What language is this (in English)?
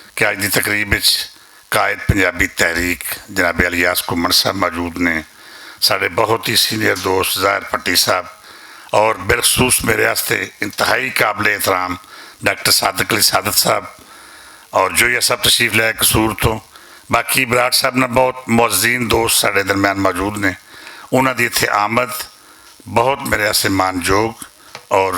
Western Panjabi